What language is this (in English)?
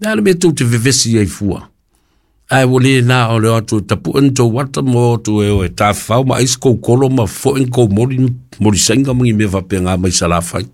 Samoan